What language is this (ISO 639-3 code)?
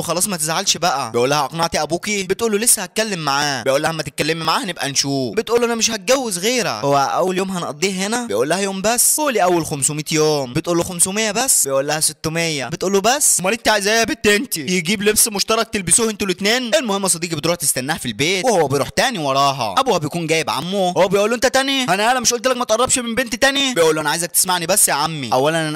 arz